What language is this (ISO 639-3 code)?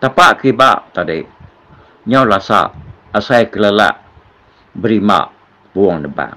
iba